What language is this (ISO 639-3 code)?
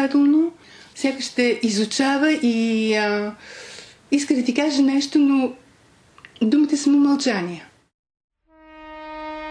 bul